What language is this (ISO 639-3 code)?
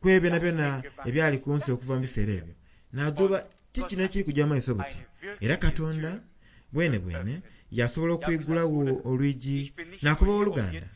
xog